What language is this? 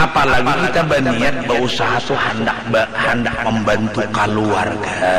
Banjar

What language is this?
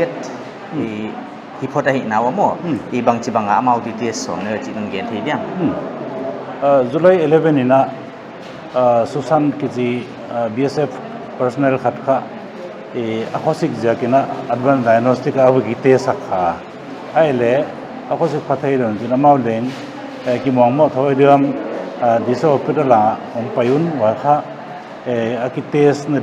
Paite Chin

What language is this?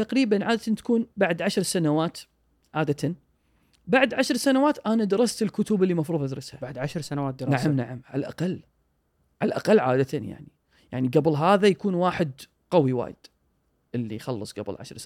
Gulf Arabic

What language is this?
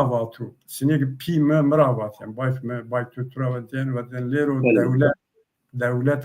Zaza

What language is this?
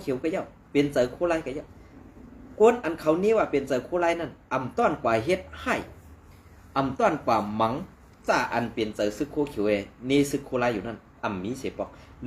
Shan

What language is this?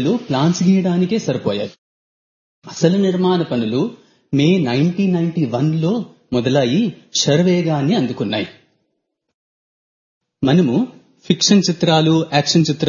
Telugu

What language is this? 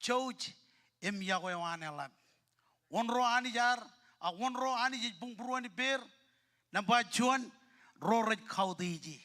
Marshallese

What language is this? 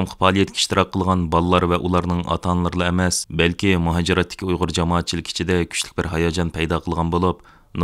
Uyghur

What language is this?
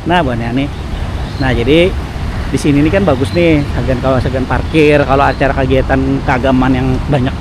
Banjar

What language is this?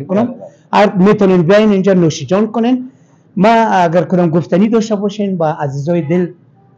Persian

